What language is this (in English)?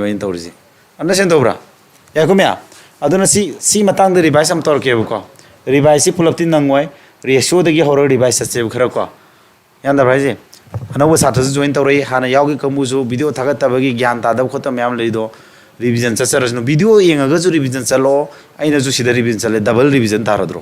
Manipuri